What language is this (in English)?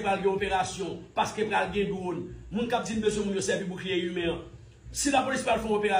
Haitian Creole